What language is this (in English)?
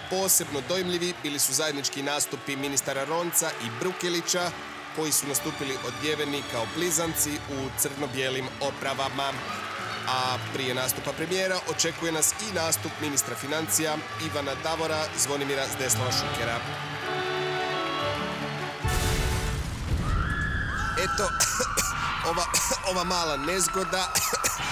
Croatian